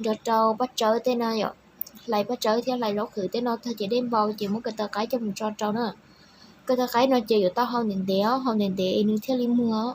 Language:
Hmong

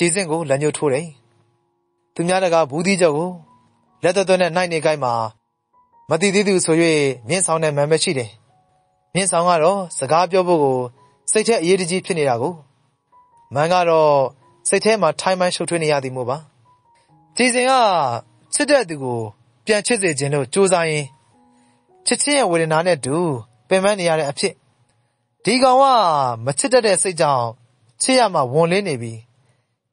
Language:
Burmese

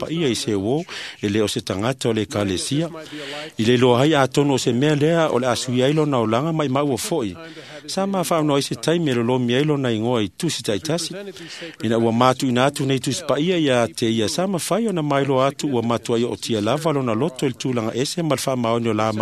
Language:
Samoan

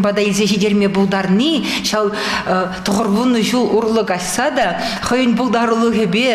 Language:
Chuvash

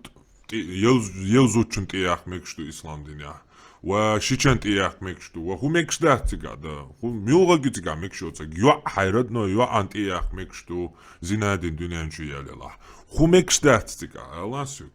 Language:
Chechen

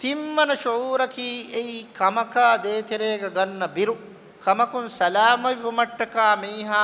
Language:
Divehi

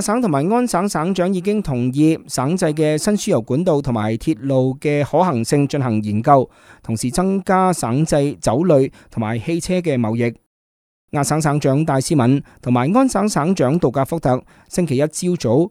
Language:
Cantonese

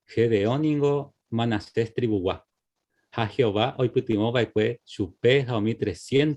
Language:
Guarani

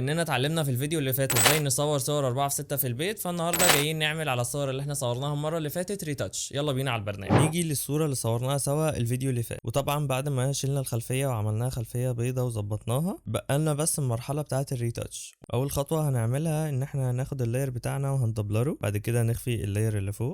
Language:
Egyptian Arabic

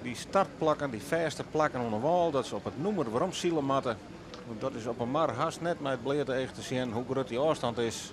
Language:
Western Frisian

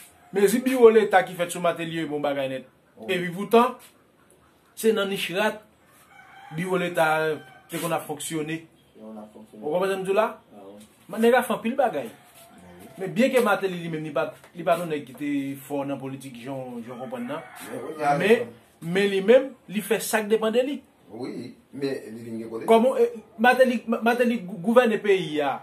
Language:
Haitian Creole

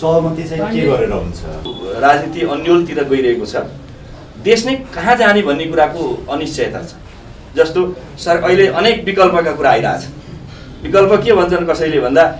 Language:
Nepali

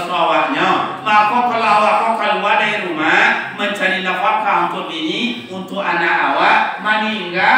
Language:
Minangkabau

